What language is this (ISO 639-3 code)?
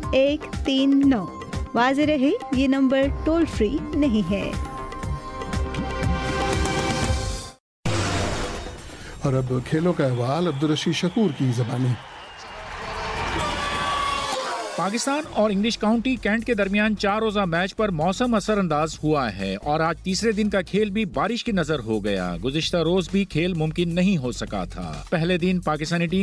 urd